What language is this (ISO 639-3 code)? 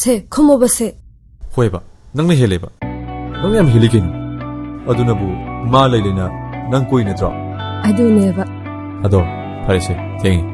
mni